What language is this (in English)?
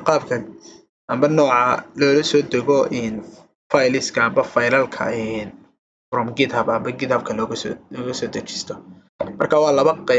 Somali